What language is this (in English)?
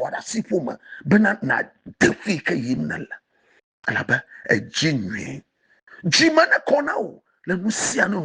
Ewe